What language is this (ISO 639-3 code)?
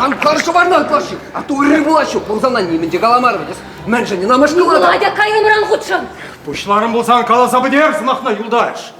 chv